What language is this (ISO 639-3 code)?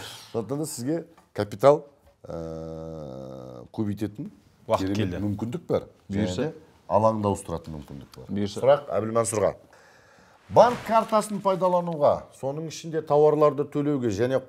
kaz